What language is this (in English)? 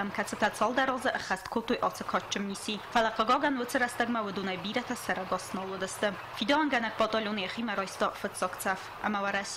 Ossetic